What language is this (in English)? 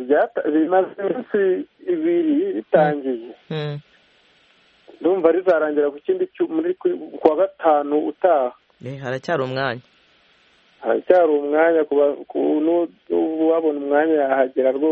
Kinyarwanda